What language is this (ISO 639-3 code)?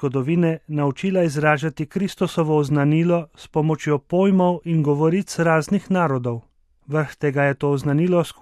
slv